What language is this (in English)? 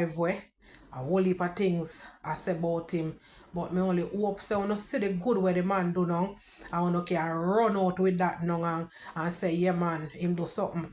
Jamaican Creole English